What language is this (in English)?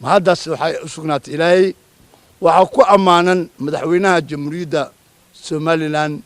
Somali